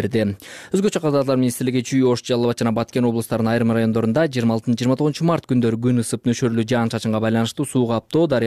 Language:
Kyrgyz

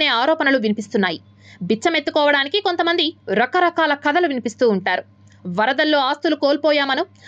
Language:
Telugu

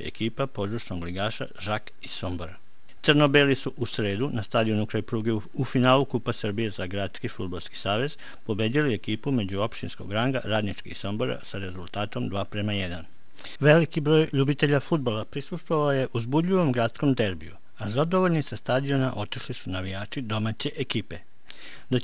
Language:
Serbian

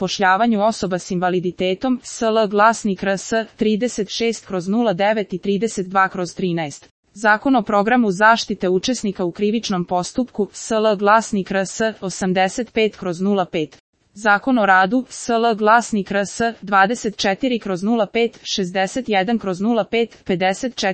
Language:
Serbian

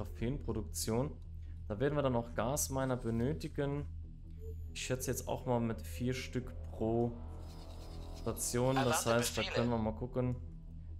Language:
German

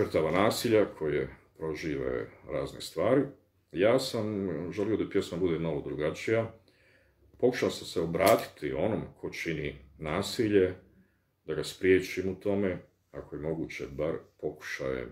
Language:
Bosnian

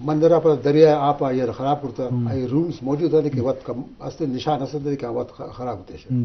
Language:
Eastern Balochi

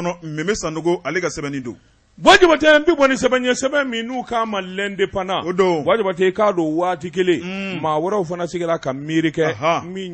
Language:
Bambara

